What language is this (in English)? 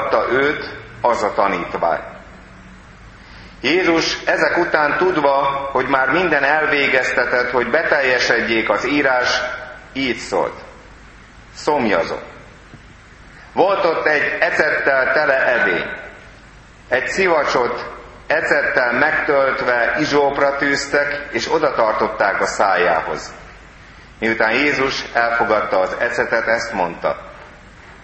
Hungarian